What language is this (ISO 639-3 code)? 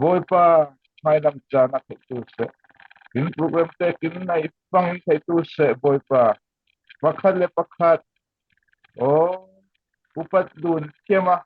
cfm